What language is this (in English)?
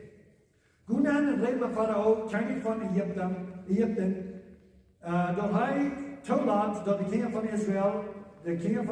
Plautdietsch